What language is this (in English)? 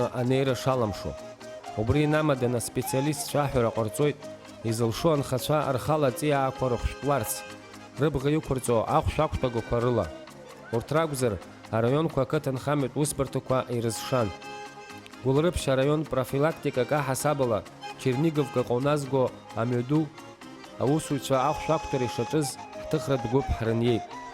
Abkhazian